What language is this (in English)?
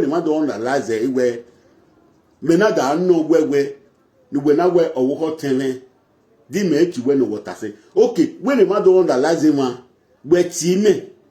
Nigerian Pidgin